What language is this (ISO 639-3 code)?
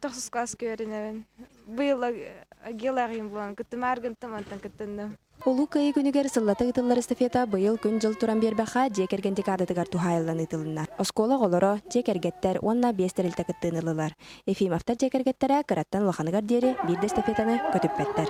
sah